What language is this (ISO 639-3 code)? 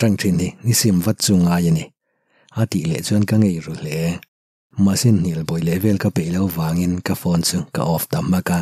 lus